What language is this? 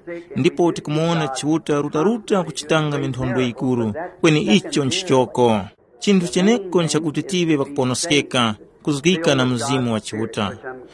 Tumbuka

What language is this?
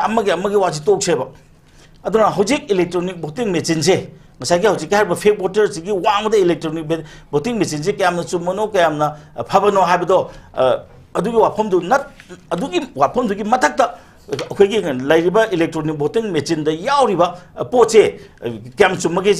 Manipuri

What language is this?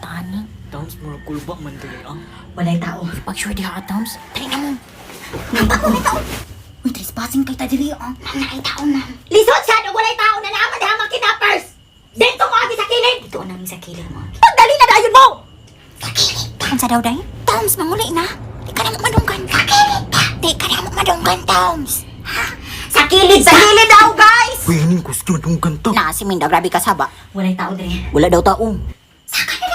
Cebuano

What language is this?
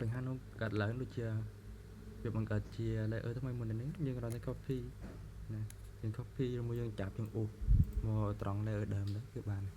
Khmer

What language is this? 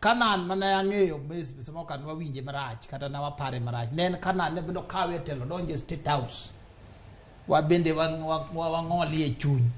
Luo (Kenya and Tanzania)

